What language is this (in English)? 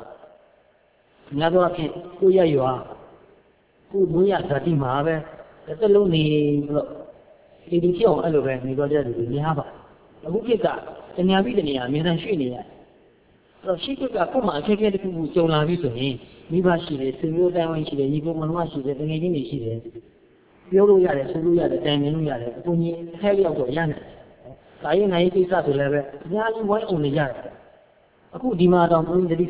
Burmese